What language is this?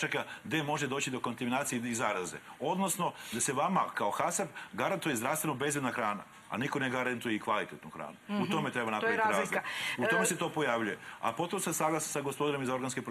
Serbian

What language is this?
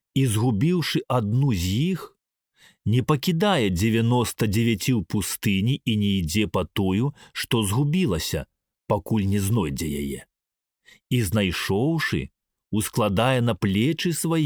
Belarusian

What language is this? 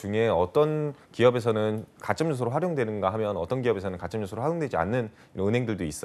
Korean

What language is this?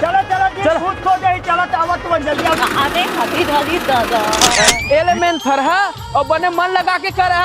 Chhattisgarhi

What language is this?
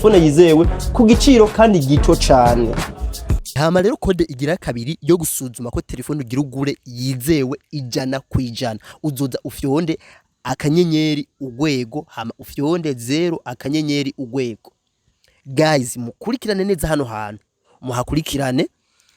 Rundi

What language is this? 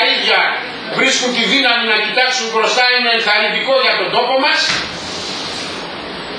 Greek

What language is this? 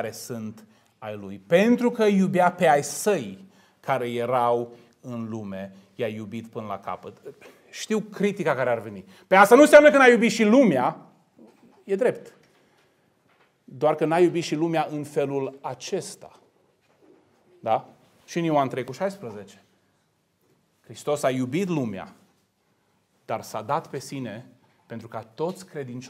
Romanian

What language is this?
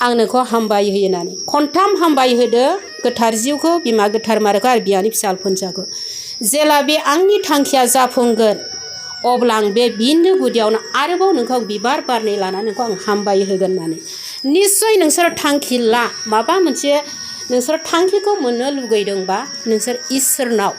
Bodo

